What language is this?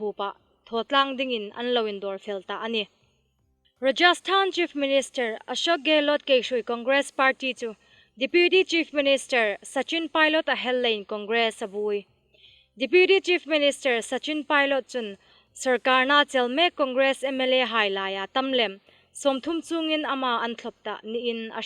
Hmar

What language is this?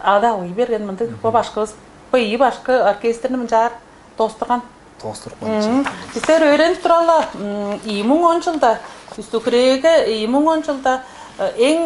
Tuvinian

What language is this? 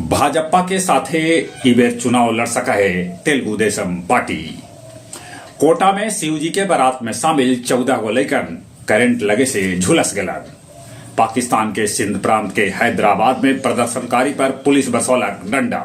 Magahi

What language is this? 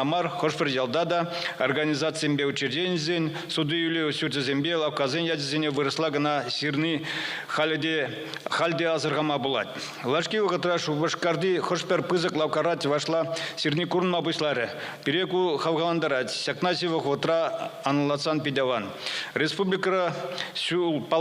Chuvash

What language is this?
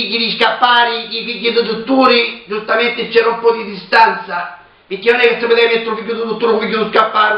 Sicilian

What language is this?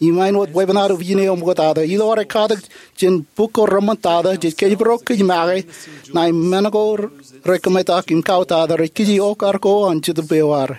Marshallese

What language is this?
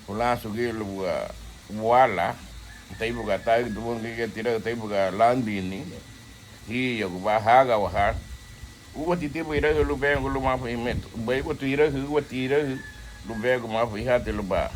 Garifuna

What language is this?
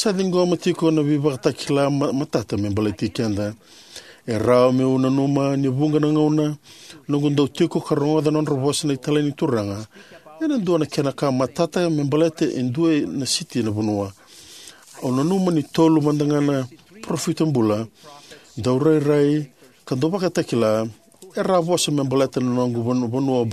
Fijian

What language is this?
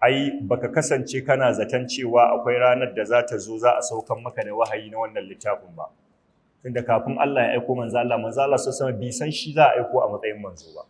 Hausa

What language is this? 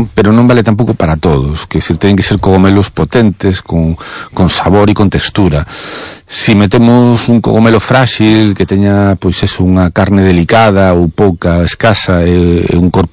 Galician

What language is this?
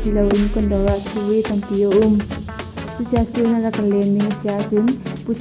Hakha Chin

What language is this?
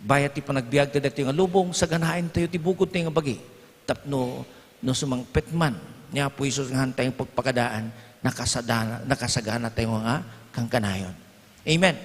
Iloko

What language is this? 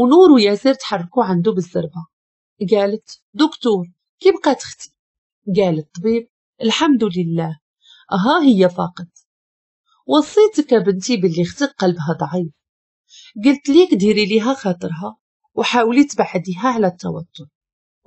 Moroccan Arabic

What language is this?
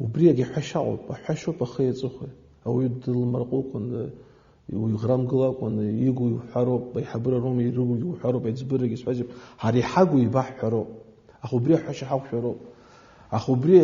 Abkhazian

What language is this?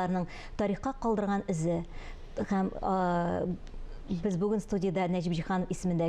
Tatar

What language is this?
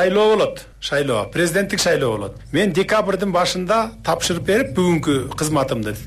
Kyrgyz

